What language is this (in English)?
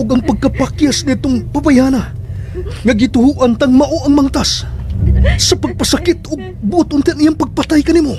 Cebuano